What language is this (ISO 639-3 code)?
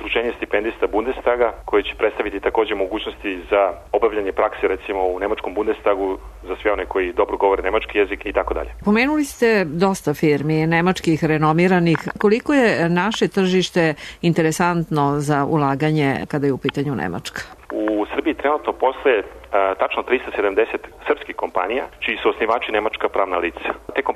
srp